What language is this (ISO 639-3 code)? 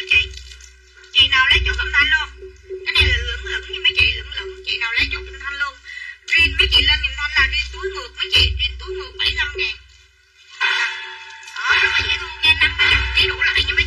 vie